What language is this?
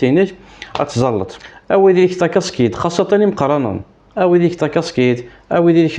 Kabyle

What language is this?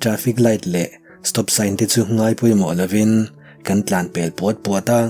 Mizo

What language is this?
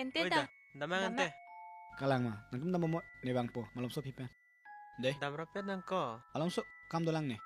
Karbi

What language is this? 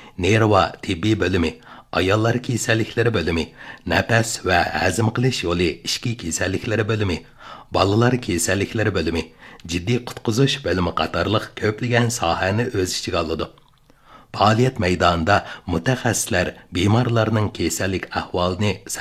Uyghur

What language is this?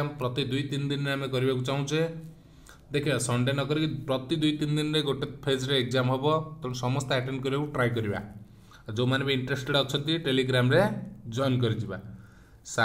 Odia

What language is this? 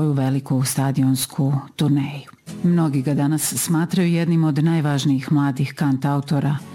Serbian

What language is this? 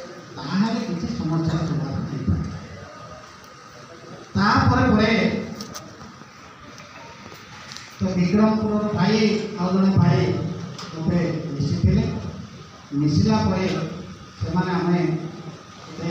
Odia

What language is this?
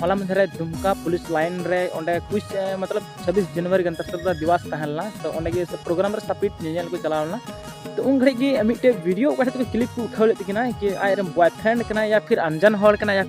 Santali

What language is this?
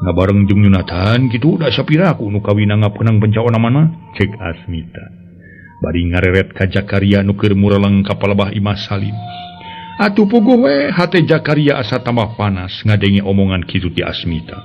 Sundanese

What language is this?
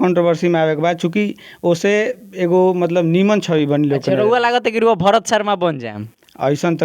Bhojpuri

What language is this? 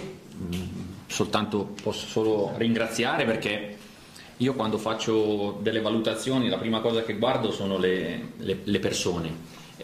Italian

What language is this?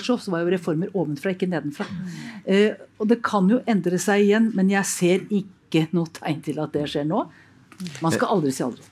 Norwegian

